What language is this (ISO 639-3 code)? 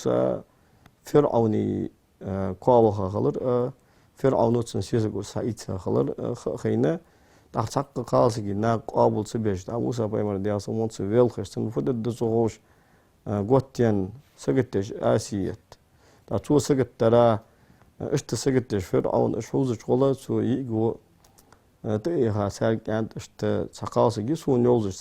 inh